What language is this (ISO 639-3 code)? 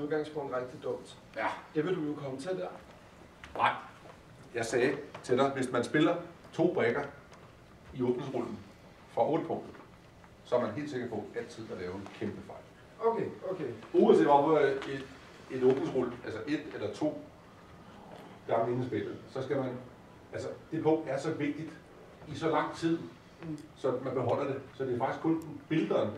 dan